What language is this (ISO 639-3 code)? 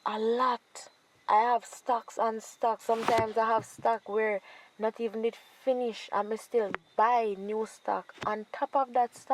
jam